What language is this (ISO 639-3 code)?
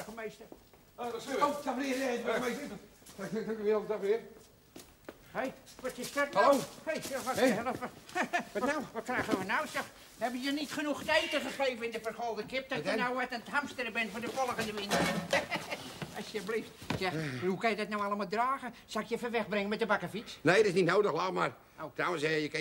nld